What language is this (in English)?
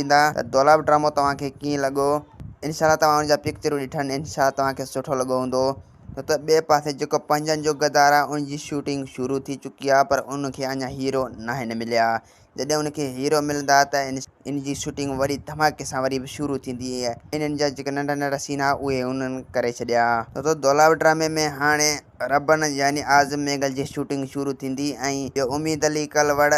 Sindhi